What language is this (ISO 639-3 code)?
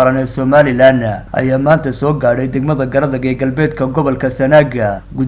som